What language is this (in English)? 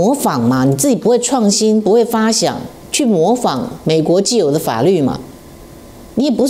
Chinese